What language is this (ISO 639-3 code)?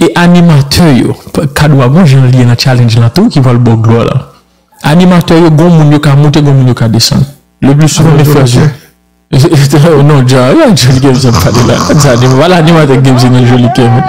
hat